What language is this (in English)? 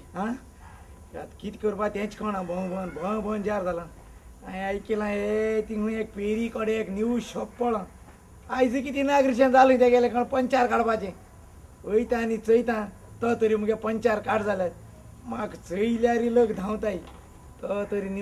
Konkani